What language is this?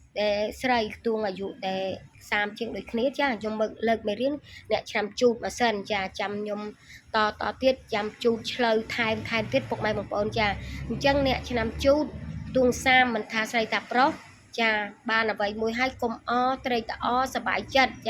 Khmer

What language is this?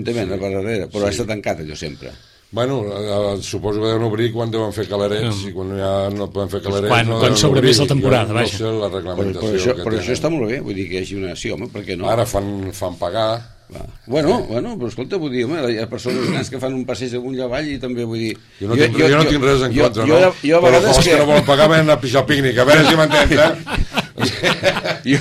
Catalan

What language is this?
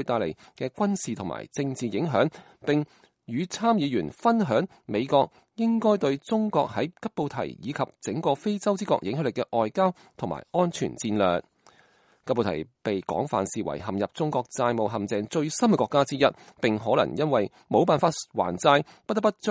Cantonese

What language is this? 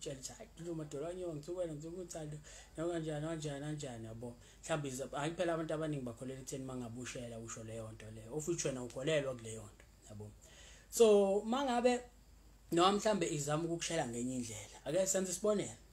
Zulu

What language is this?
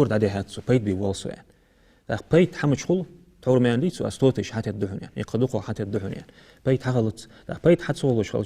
Ingush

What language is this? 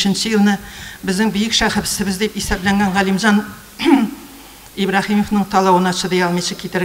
Tatar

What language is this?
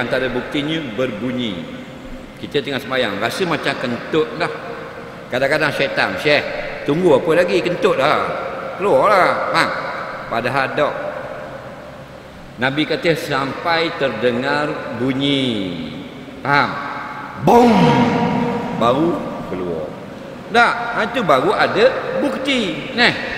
Malay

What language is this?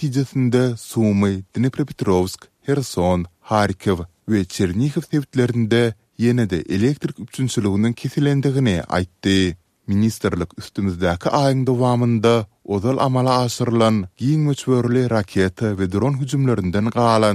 Turkmen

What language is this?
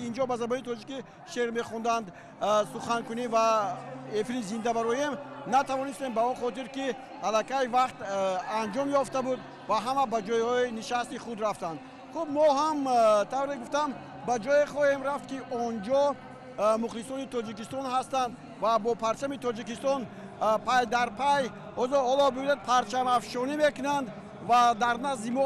Tajik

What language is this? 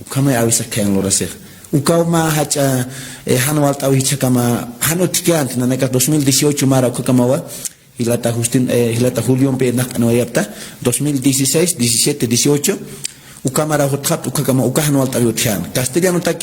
Aymara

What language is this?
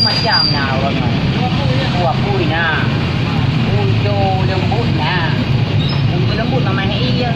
Achinese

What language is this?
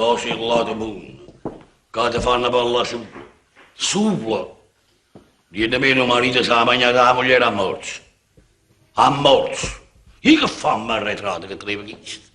Neapolitan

